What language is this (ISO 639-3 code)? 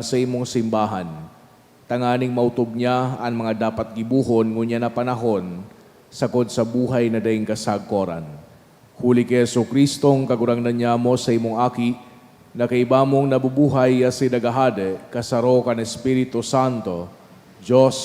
bik